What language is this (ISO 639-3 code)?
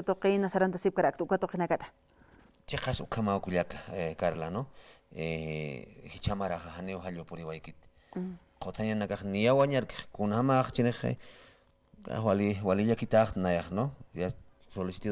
aym